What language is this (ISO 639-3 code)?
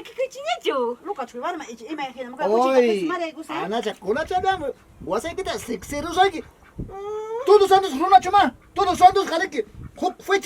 quy